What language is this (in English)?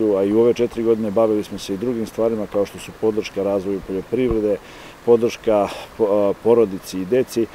Serbian